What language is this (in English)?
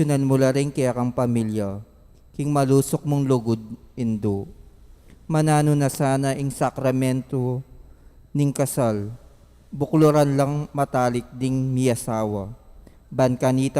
Pampanga